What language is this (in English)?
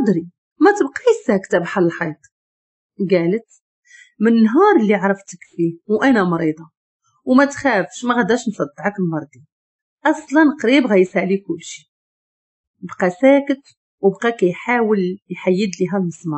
Moroccan Arabic